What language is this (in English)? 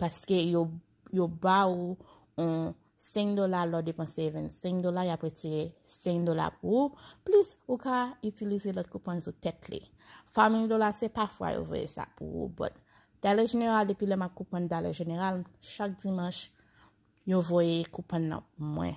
Haitian Creole